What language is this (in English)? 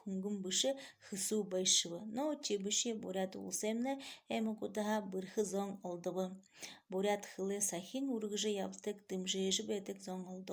Buriat